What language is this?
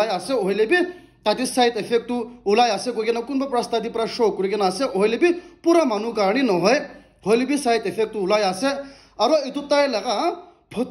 Naga Pidgin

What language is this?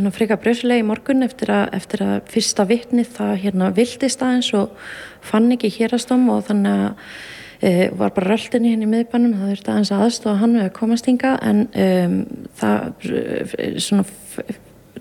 Icelandic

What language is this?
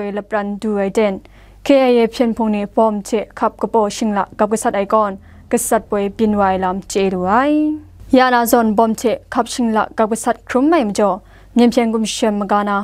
Kachin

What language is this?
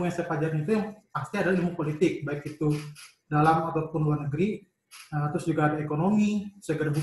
Indonesian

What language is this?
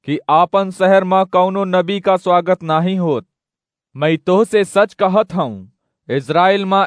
Awadhi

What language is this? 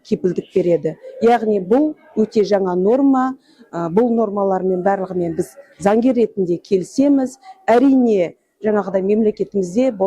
Kazakh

